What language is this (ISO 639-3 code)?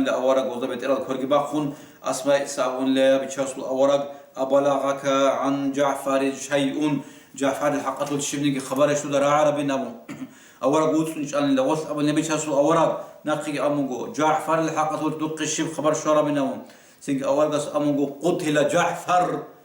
ava